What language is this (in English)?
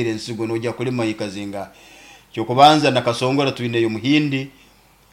Nyoro